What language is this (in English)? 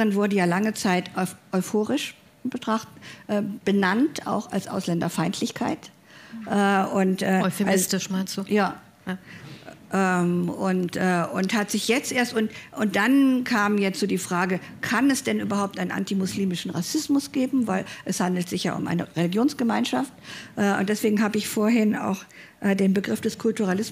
German